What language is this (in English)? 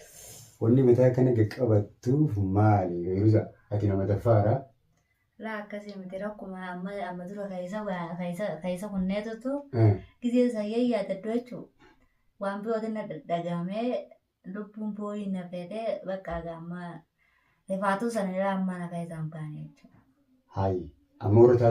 Oromo